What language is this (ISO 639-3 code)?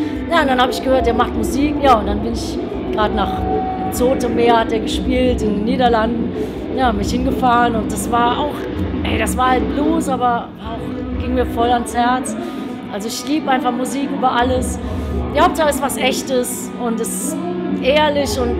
deu